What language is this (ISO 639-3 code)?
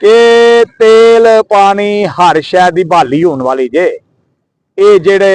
lah